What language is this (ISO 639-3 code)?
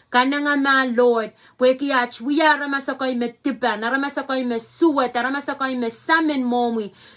pon